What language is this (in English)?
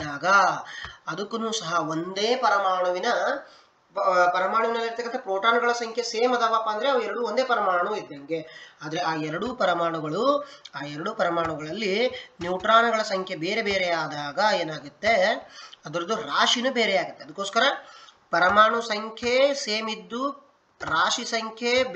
Kannada